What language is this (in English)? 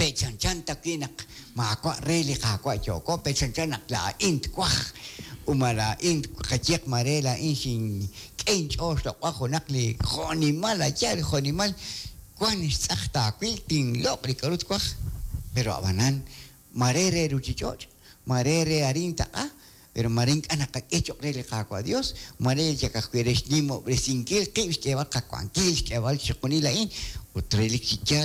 Kekchí